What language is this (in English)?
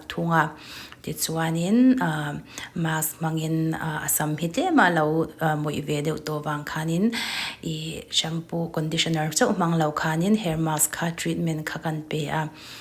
Mizo